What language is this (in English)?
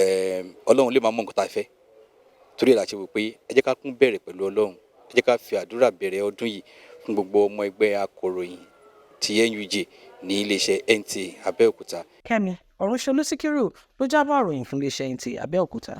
Yoruba